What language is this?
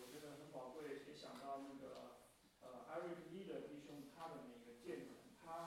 Chinese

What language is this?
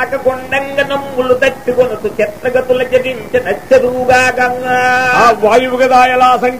Telugu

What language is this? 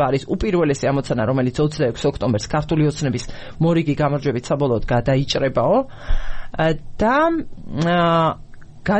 Georgian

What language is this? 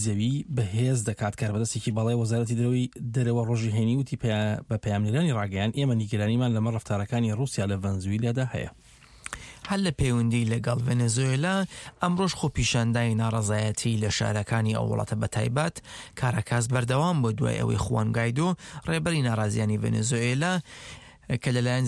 Central Kurdish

